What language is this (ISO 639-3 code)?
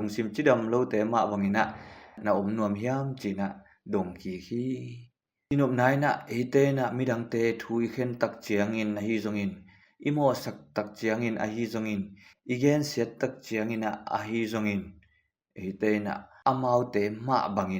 ctd